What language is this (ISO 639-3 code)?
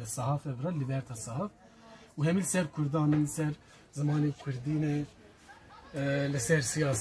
kur